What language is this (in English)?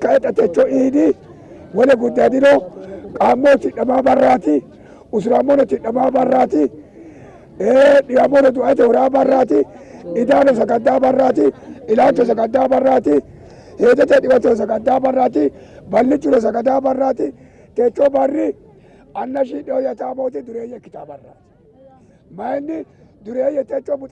Sidamo